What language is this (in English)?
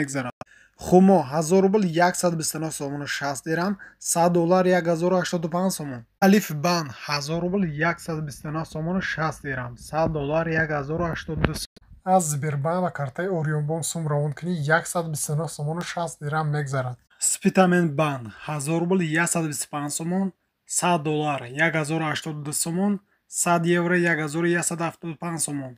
Tajik